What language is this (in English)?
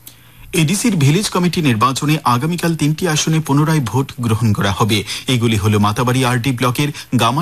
Bangla